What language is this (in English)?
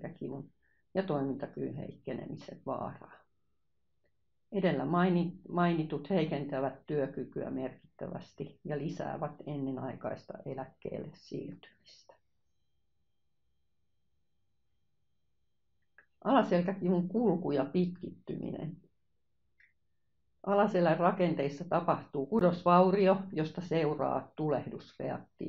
Finnish